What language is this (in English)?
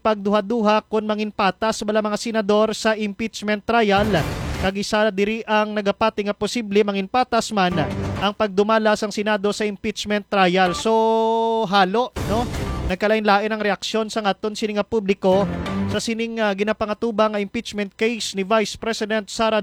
Hiligaynon